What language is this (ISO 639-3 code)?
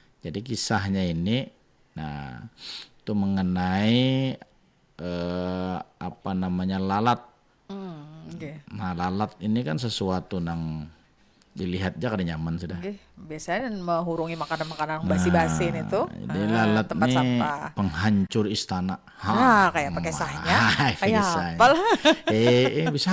bjn